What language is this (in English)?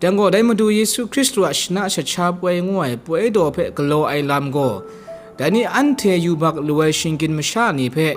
Kachin